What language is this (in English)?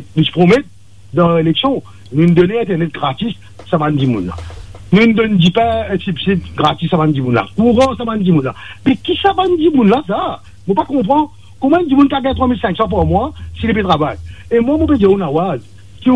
Morisyen